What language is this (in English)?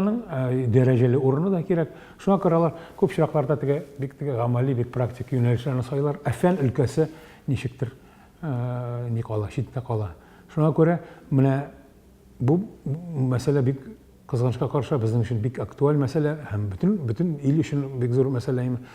Tatar